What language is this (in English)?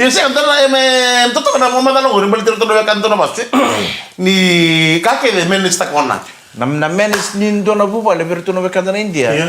Fijian